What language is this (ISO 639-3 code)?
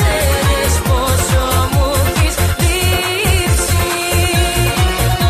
ell